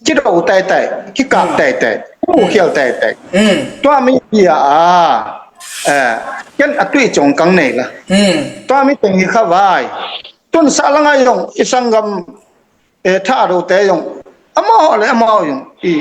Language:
Tedim Chin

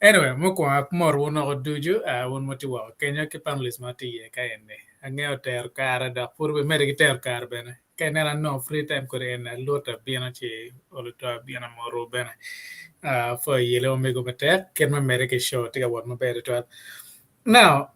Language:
Acoli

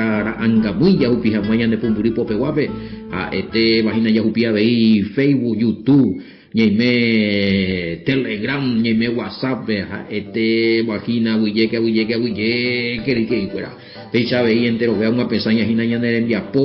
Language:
Guarani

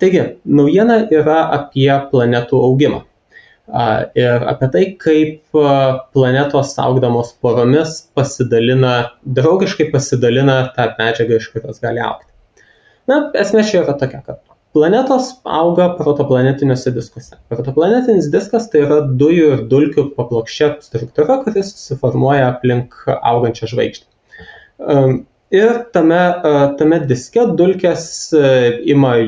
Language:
Lithuanian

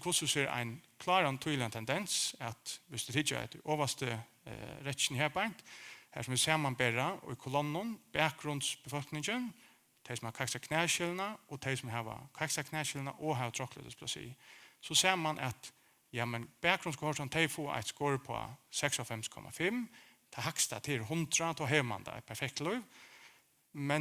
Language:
Faroese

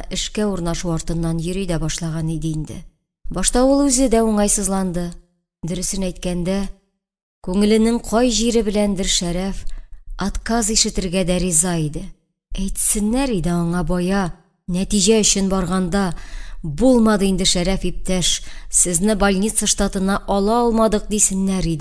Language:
Tatar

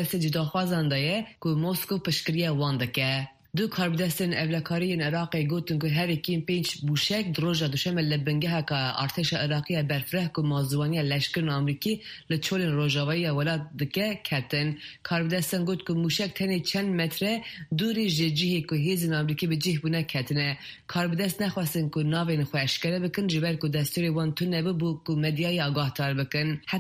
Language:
Kurdish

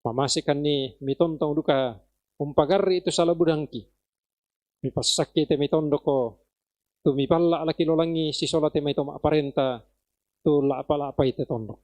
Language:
Toraja-Sa'dan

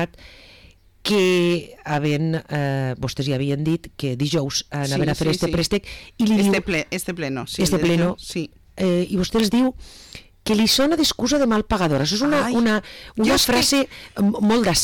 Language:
Catalan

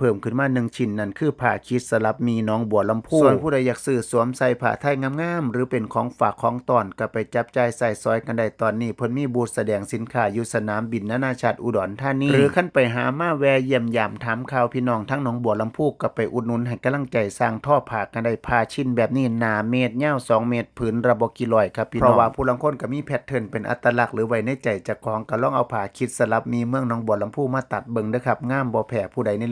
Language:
Northeastern Thai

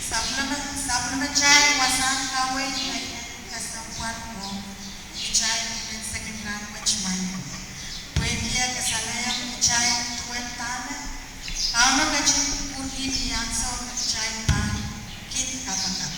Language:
Pohnpeian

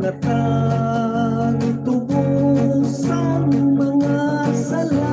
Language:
Hiligaynon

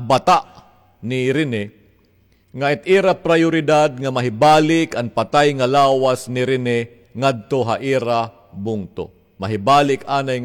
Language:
Waray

